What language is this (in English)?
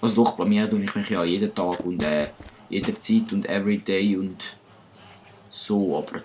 Swiss German